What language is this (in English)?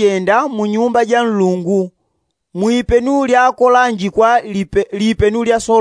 Yao